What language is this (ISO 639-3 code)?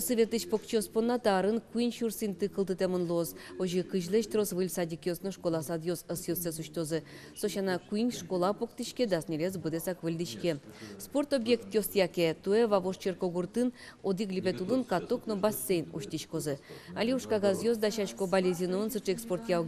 udm